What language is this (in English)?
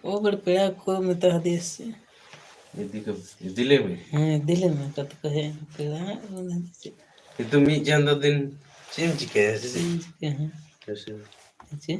Santali